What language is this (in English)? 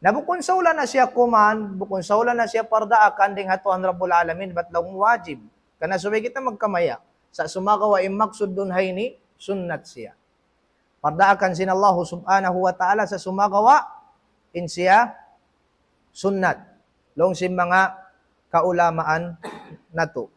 Tausug